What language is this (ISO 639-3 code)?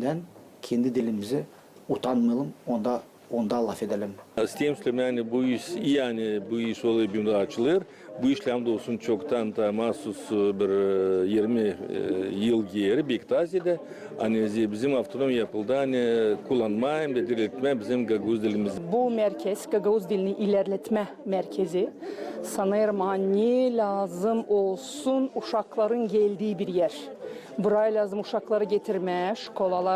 gag